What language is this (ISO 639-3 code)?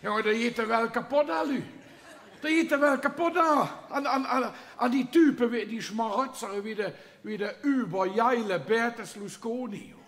lim